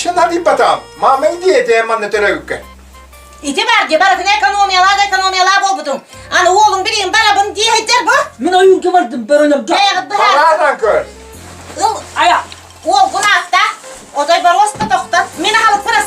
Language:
Yakut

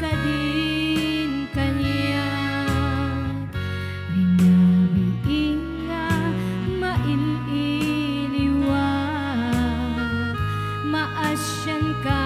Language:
Iloko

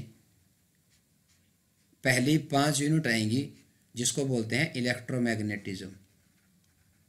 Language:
Hindi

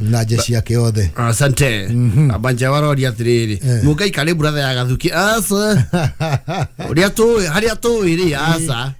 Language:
Kikuyu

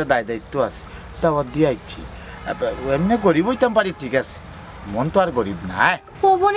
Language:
Sylheti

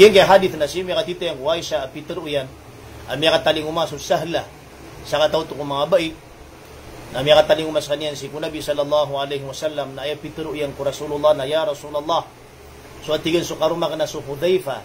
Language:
Maranao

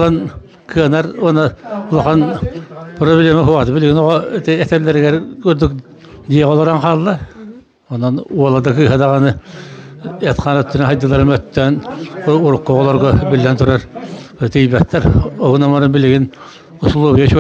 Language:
Yakut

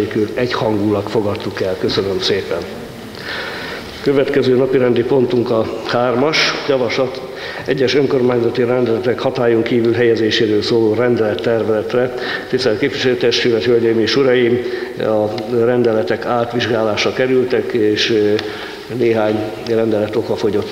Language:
Hungarian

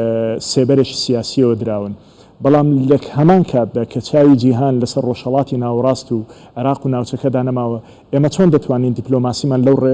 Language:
Central Kurdish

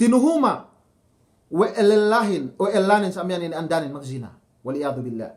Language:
Yakan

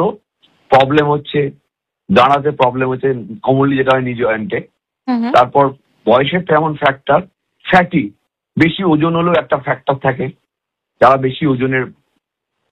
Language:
Bangla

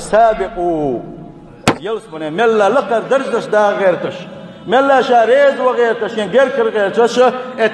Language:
Chechen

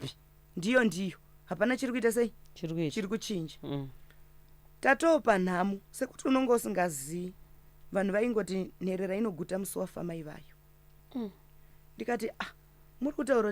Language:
Shona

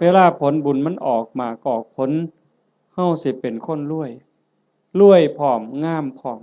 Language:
Northeastern Thai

